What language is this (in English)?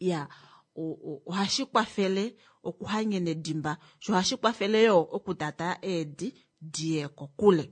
Kuanyama